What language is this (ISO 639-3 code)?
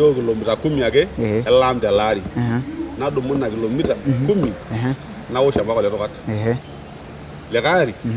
mas